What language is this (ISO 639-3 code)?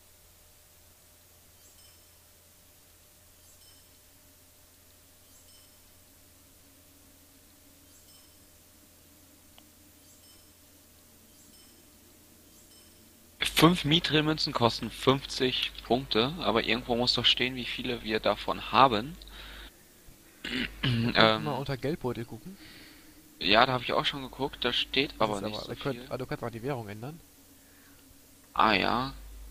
deu